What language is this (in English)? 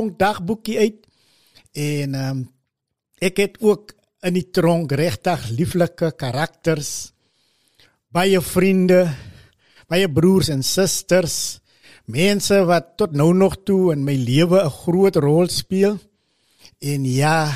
Afrikaans